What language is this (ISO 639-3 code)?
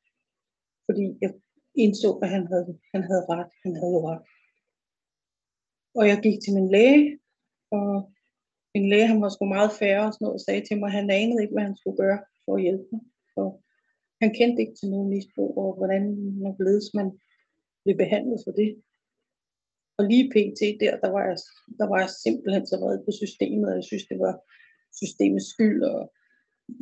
dan